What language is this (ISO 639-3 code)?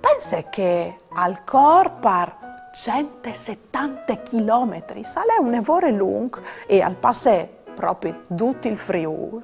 fur